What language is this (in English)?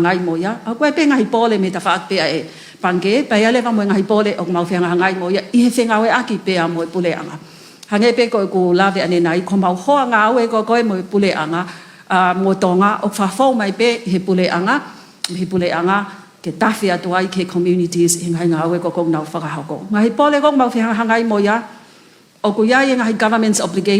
Tongan